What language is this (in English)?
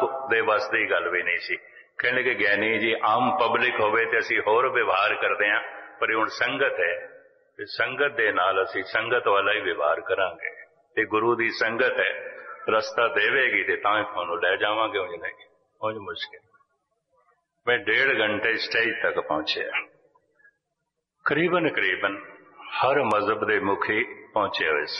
Punjabi